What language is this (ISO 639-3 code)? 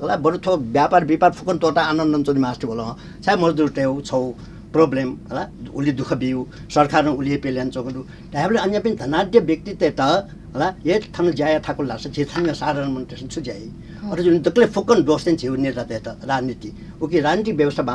new